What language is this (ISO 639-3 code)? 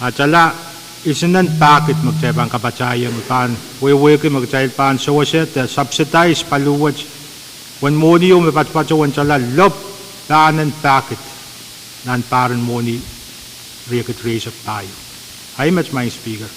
pon